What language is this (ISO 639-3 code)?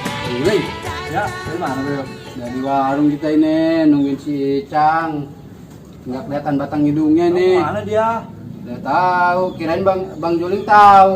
bew